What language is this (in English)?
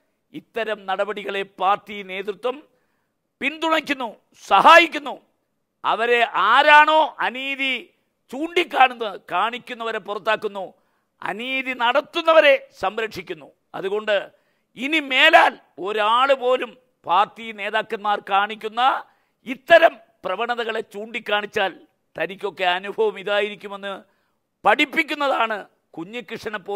Malayalam